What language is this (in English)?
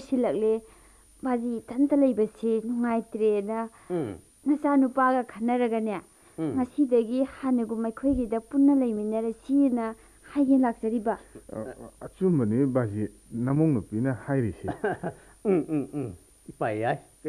Manipuri